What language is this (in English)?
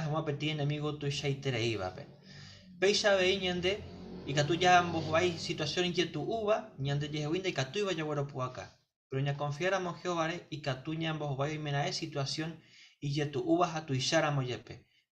Guarani